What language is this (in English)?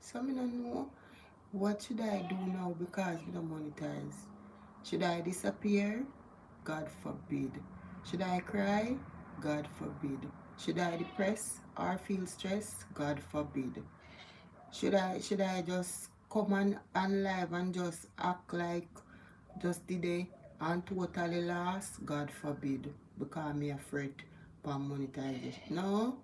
Jamaican Creole English